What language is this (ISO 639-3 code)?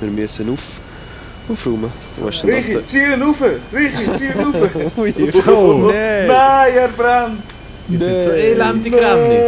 gsw